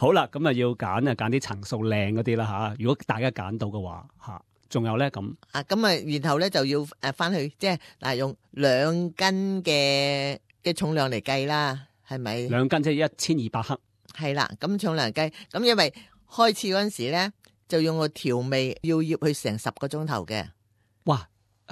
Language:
Cantonese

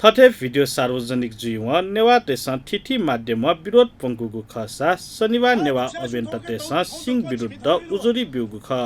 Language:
Newari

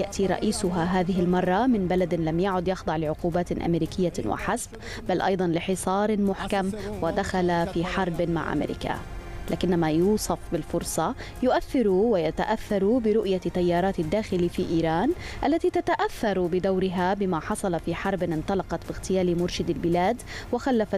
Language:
Arabic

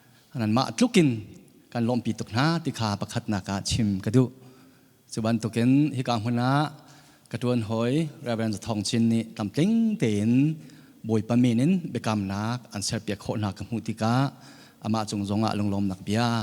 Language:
Hakha Chin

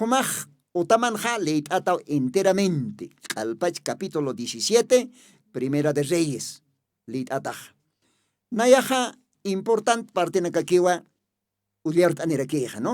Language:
Aymara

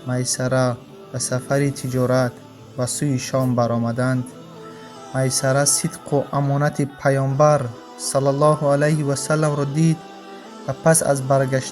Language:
Tajik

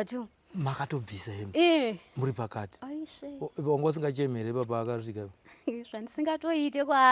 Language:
Shona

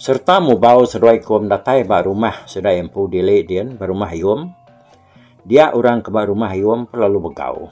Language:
Iban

